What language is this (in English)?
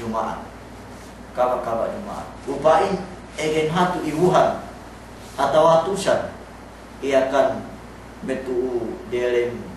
Yakan